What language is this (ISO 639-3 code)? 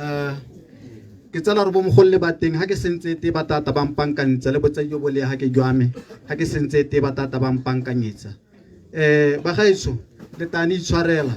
tsn